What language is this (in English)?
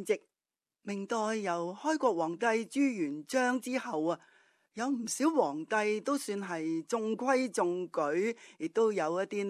Cantonese